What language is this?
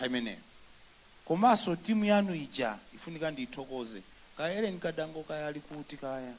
Nyanja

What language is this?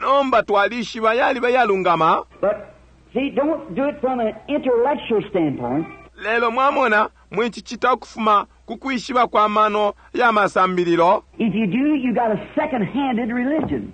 Bemba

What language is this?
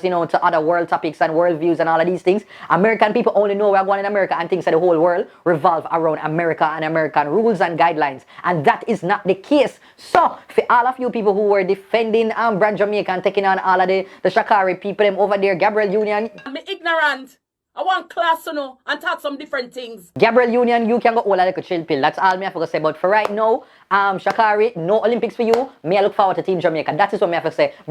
Jamaican Creole English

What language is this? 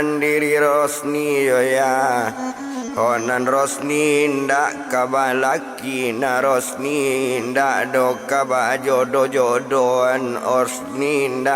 Minangkabau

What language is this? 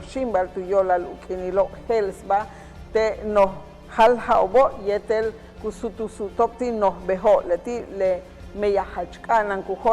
Yucateco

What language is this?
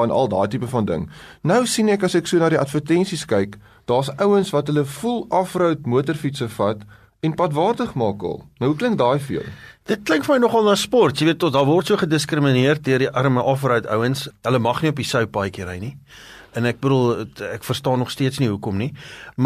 Afrikaans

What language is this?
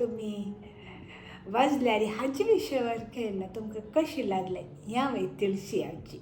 Konkani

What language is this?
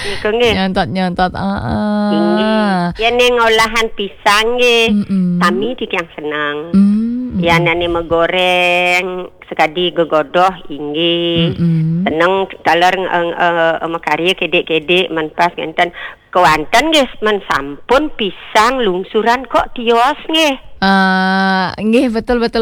Balinese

